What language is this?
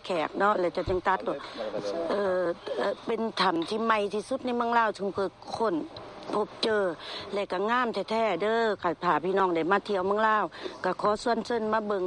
Lao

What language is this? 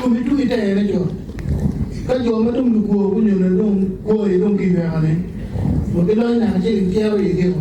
Acoli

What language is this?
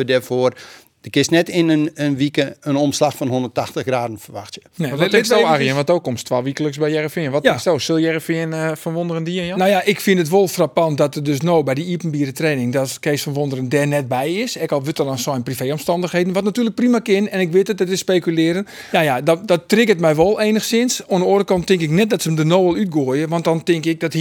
Western Frisian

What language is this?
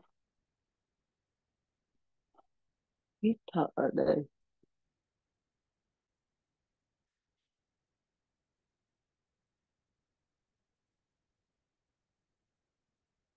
Vietnamese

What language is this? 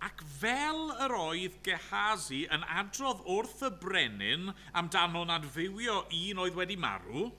Welsh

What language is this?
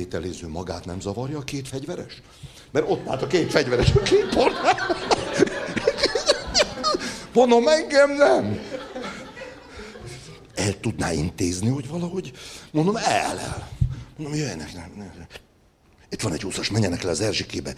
Hungarian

